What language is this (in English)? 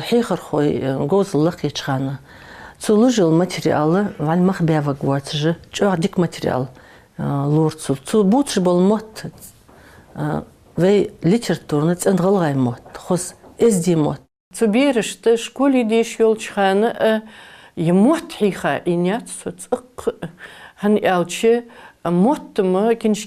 Ingush